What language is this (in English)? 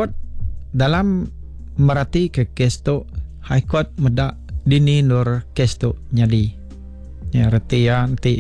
Iban